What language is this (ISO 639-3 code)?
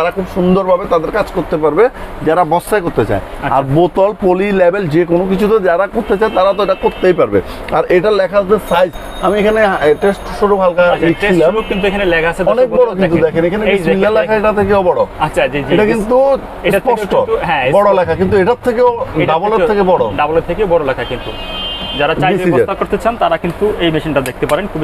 ben